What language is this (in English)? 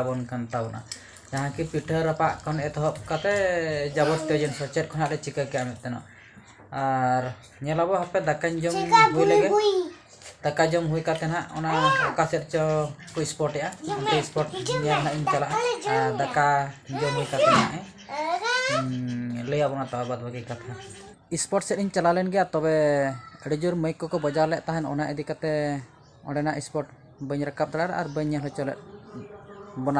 Santali